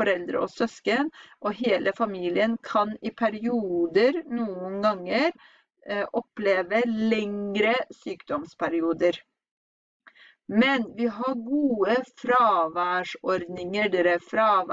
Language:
Norwegian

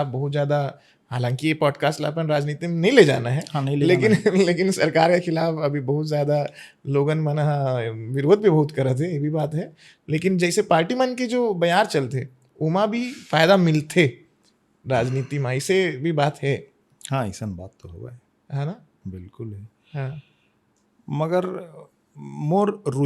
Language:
Chhattisgarhi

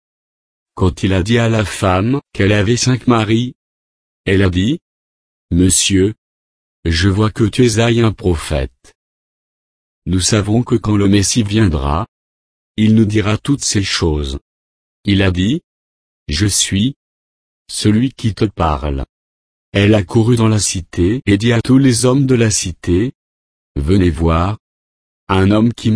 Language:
French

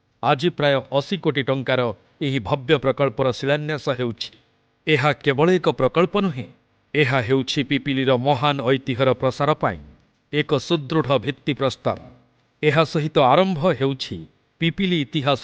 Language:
Odia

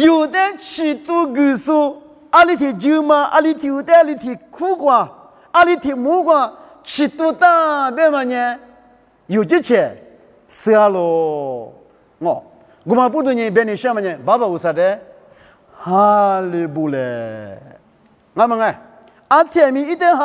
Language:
Lisu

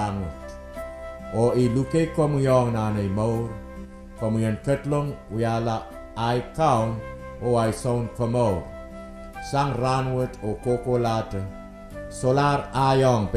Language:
Pohnpeian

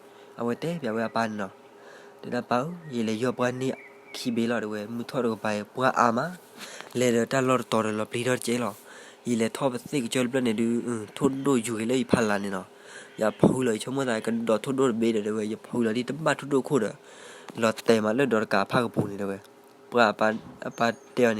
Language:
S'gaw Karen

